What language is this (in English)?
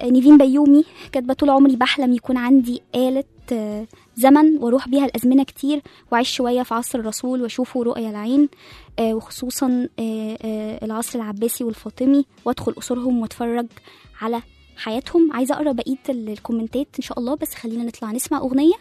Egyptian Arabic